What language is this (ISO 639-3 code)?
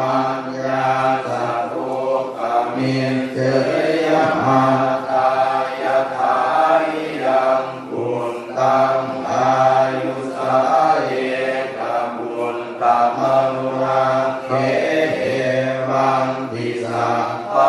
pli